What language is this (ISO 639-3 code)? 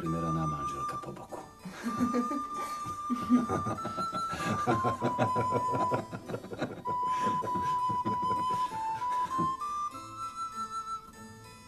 slk